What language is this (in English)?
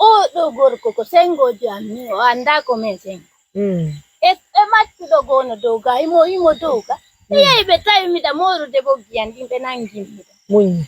Pular